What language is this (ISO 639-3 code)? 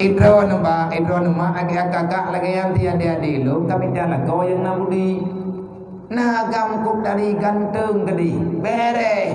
ace